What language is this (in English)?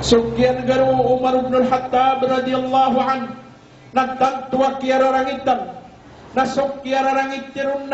Maranao